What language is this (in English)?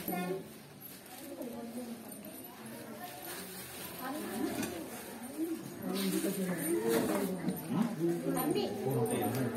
Tamil